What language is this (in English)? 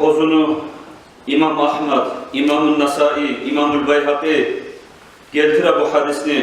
Kumyk